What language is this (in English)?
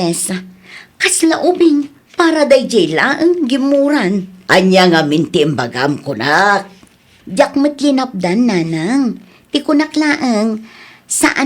Iloko